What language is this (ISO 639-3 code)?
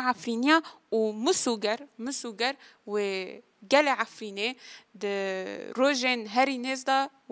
kur